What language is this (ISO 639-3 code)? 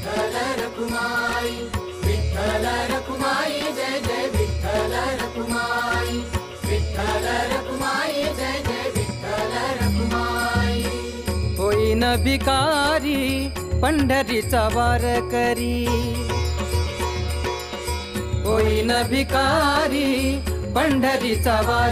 mar